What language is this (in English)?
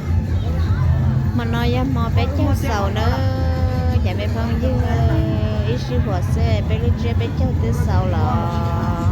Hmong